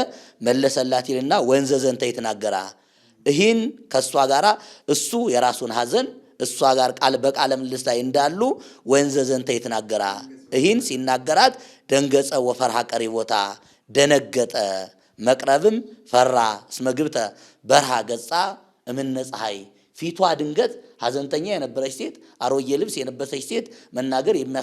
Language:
Amharic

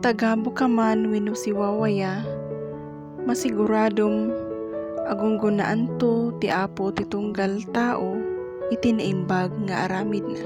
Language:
Iloko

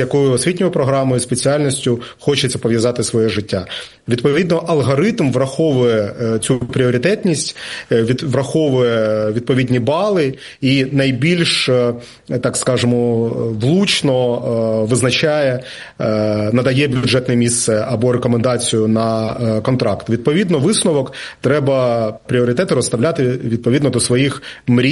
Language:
Ukrainian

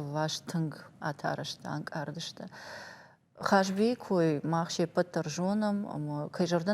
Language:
Ossetic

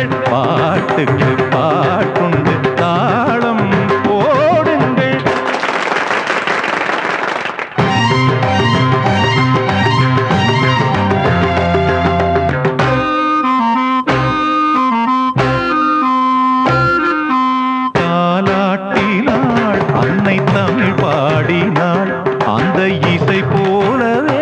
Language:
Tamil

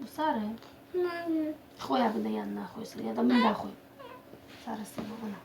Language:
Crimean Tatar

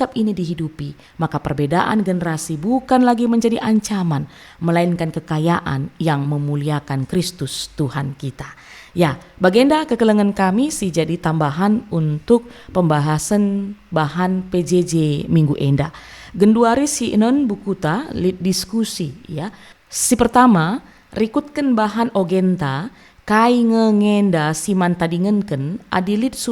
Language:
Batak Karo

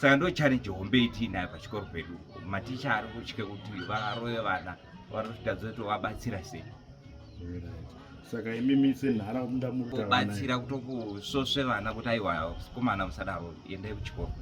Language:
Shona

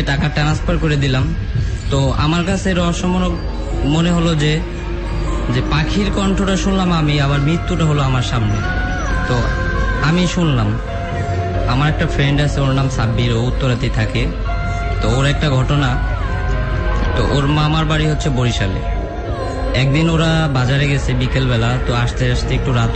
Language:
Bangla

